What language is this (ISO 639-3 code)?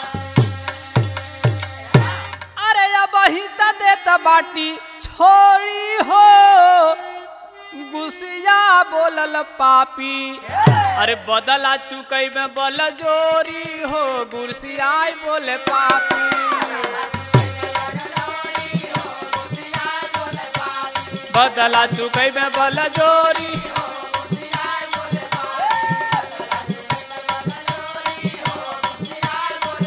bho